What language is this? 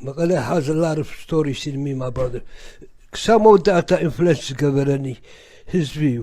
Tigrinya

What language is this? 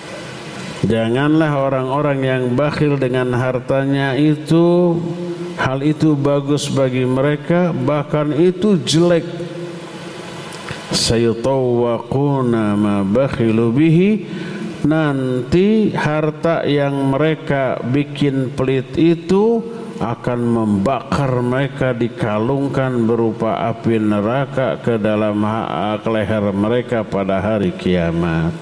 Indonesian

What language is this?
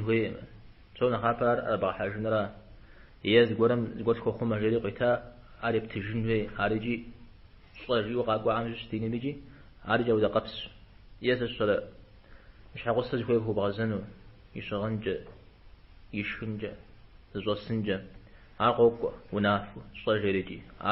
Kabardian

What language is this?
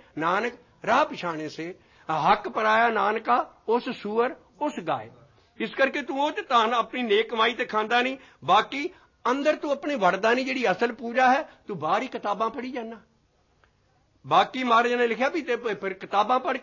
Punjabi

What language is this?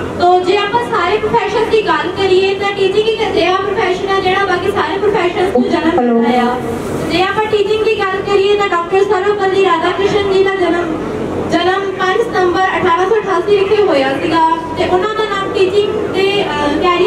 Punjabi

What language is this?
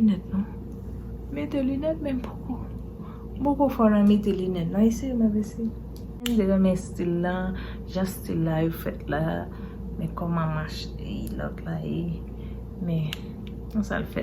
Haitian Creole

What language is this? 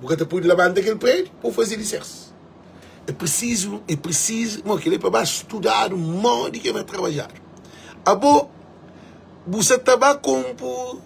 Kabuverdianu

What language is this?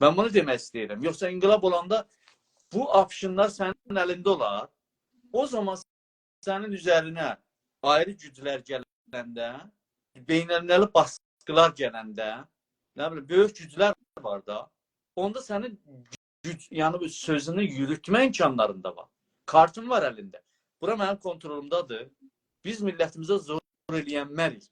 South Azerbaijani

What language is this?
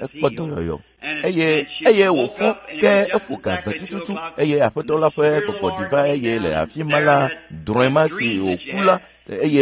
Ewe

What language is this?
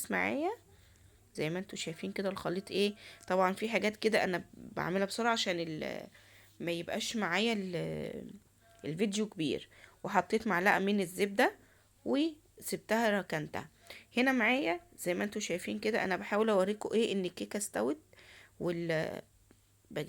Egyptian Arabic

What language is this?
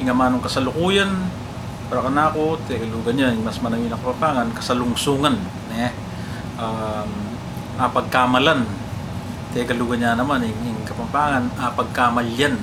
Pampanga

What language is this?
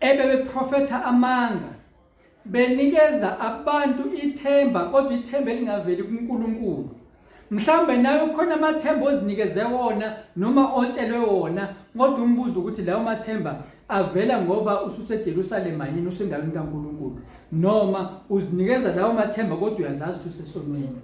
Zulu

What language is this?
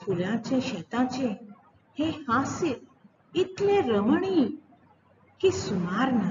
Konkani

